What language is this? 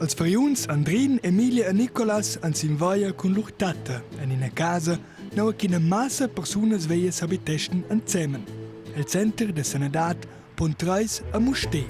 Romansh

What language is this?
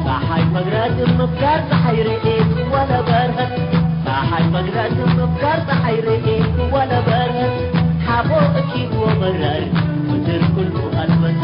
Tigre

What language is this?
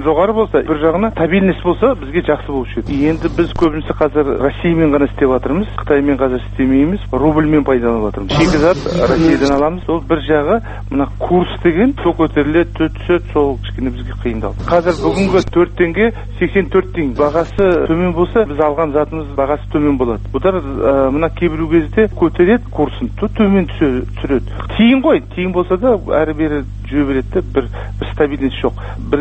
Kazakh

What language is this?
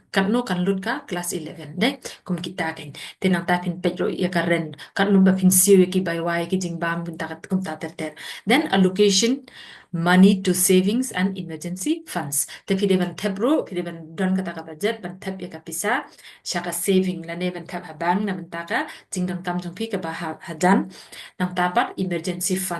Khasi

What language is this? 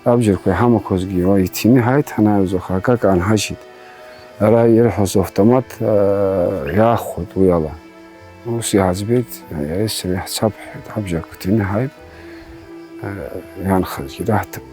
Abkhazian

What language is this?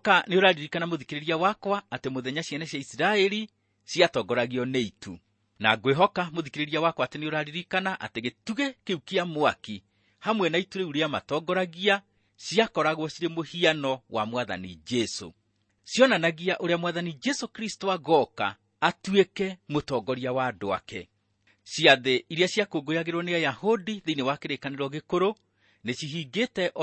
Kikuyu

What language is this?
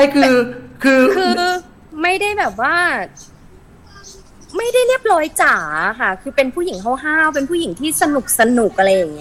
Thai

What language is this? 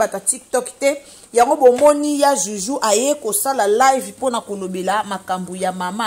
Lingala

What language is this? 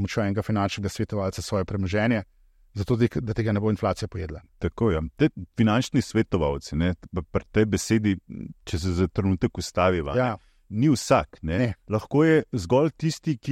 Slovenian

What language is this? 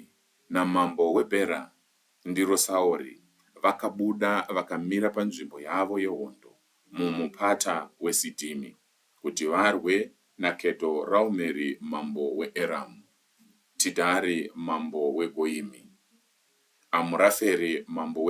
Shona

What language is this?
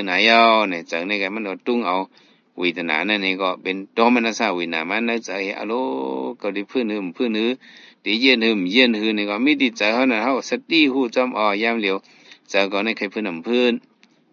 Shan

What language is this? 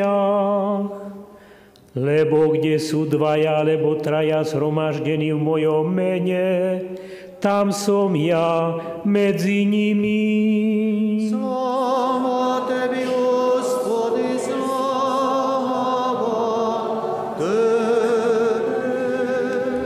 Slovak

